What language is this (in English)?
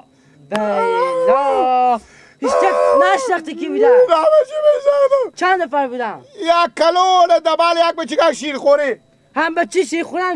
Persian